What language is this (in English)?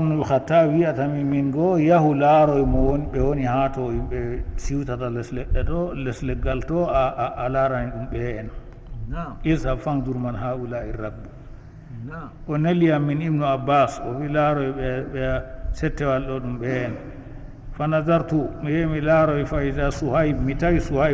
Fula